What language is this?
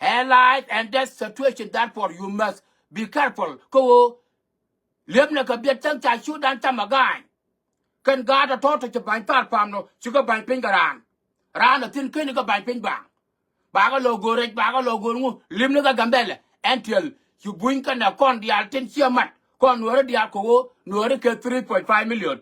Nuer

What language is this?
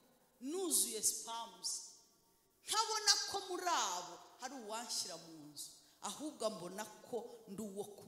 Kinyarwanda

